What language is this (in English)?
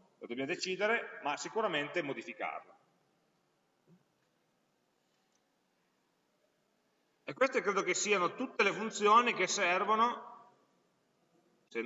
Italian